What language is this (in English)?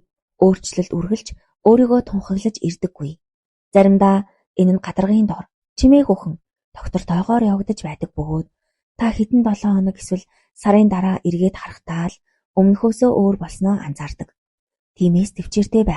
Mongolian